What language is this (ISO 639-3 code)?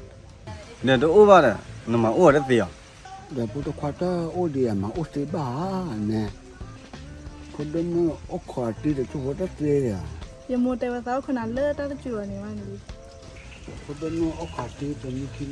ksw